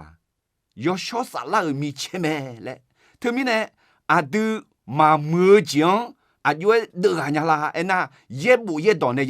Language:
Akha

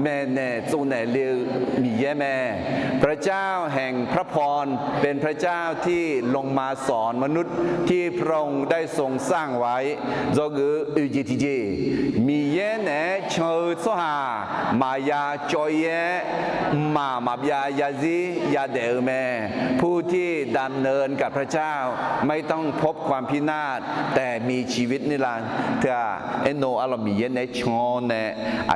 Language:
Akha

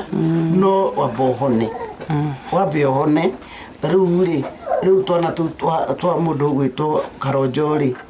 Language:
Kikuyu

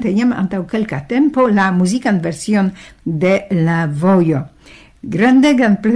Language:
Esperanto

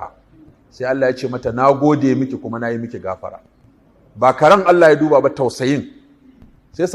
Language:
Hausa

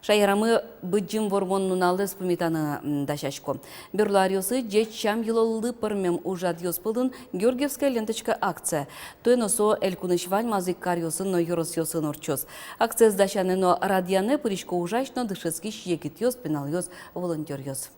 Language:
Udmurt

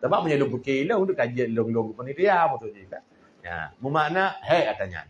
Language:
Achinese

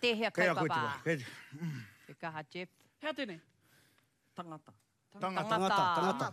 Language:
Māori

